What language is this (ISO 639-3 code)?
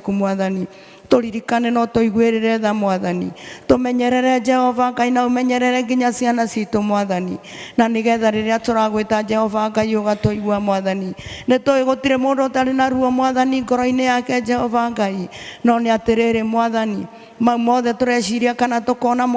kik